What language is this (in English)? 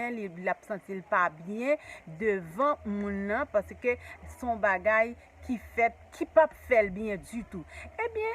Haitian Creole